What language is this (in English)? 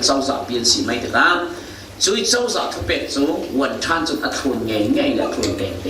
Falam Chin